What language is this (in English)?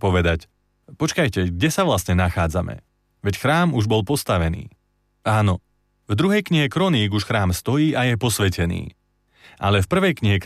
Slovak